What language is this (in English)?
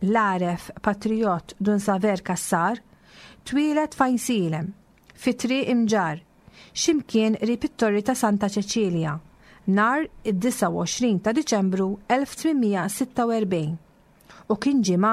Maltese